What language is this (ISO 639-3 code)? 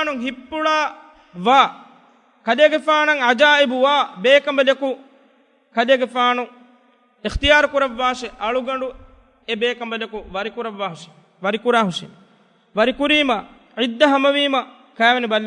div